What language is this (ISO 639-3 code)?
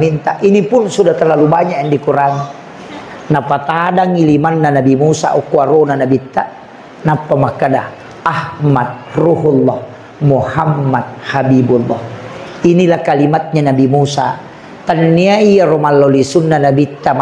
bug